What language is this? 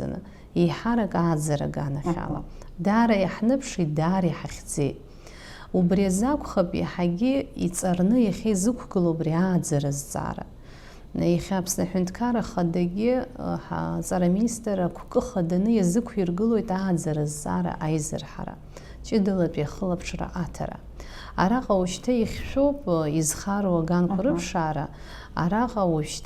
Abkhazian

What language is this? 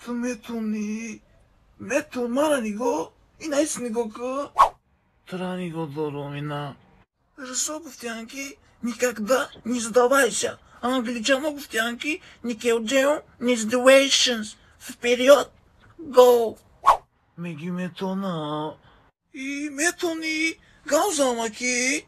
Tajik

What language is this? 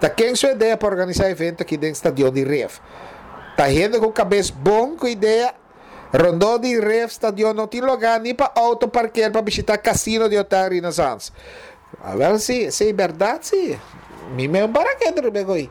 Papiamento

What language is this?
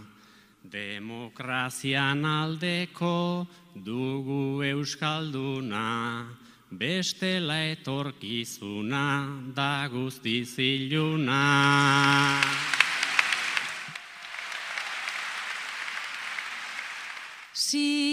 Basque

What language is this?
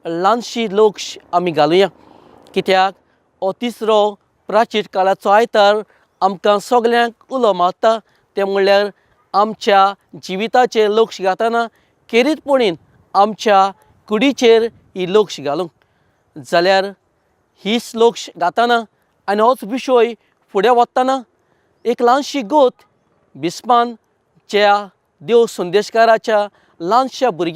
Konkani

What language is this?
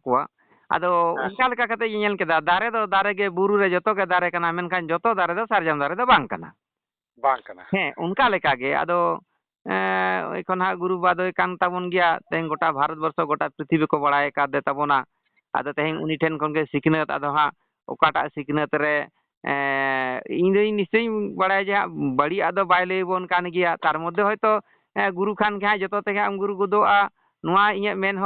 Santali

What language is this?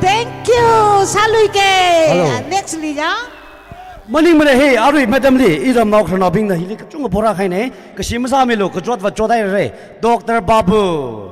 Tangkhul Naga (India)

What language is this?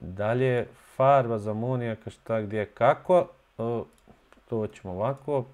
Bosnian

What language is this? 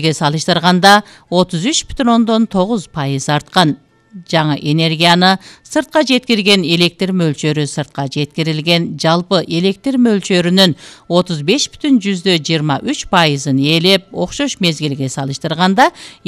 Kyrgyz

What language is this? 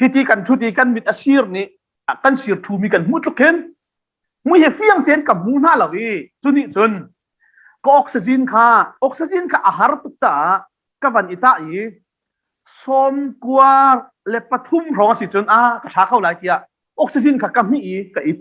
Hakha Chin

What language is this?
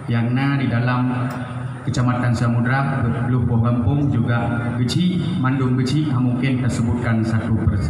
Achinese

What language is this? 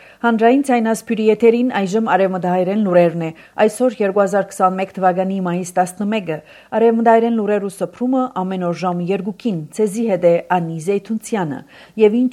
Armenian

